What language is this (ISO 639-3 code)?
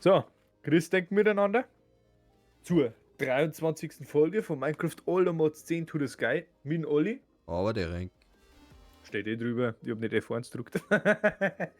bar